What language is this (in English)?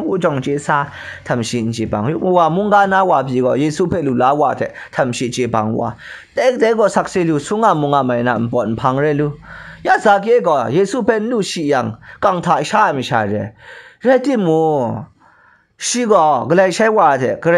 Kachin